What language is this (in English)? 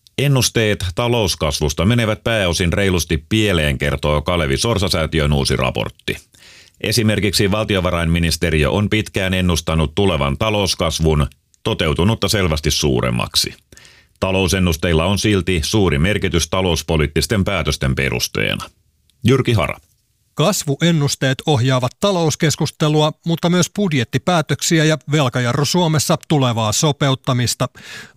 Finnish